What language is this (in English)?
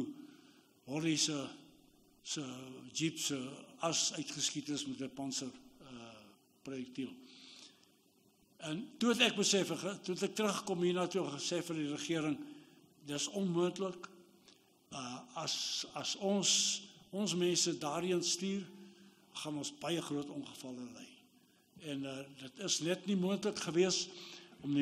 Afrikaans